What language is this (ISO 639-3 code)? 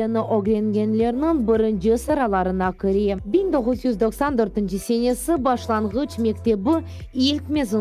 crh